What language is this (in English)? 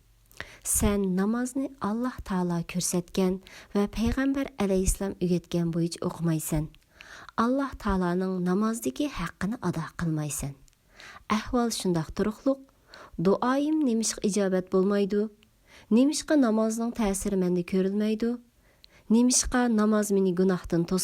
Uyghur